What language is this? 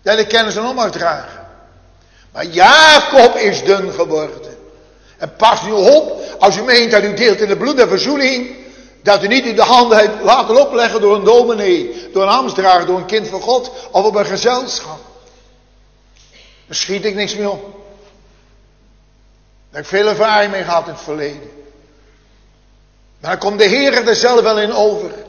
Dutch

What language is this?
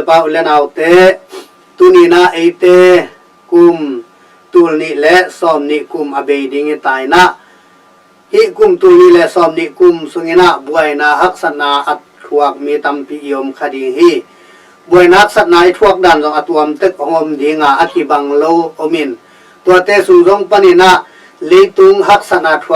Tedim Chin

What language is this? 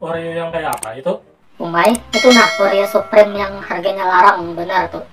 Banjar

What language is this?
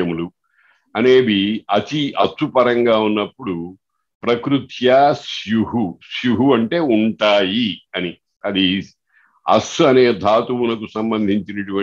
Telugu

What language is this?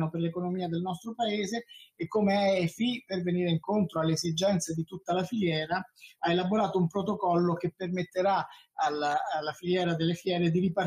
Italian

